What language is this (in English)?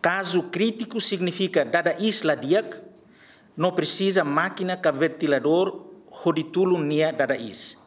Tetum